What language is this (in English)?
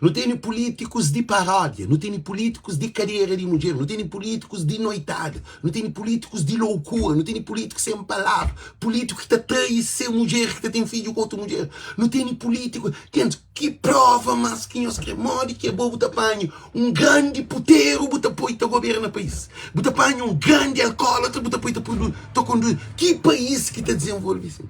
Kabuverdianu